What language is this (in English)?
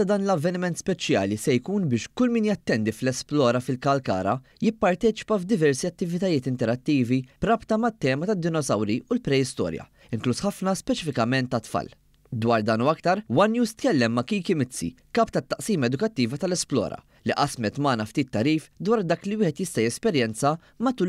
Maltese